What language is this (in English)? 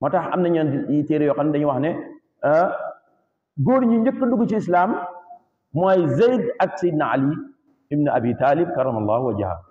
Wolof